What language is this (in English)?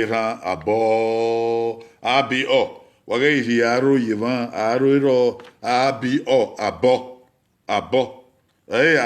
Bini